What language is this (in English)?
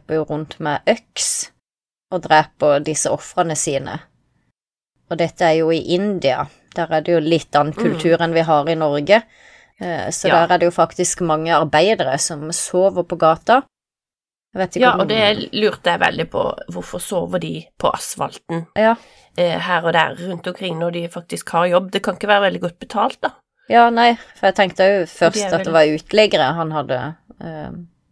Norwegian